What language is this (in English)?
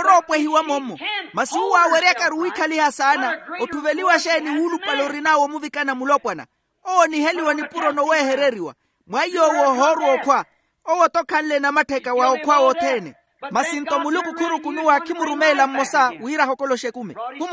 Makhuwa